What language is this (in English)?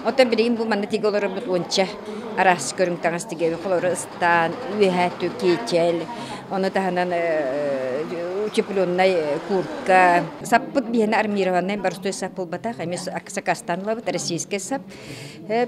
Yakut